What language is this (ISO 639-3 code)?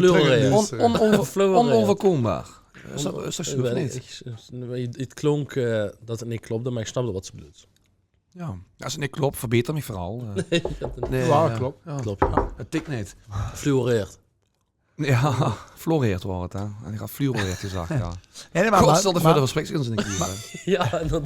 lim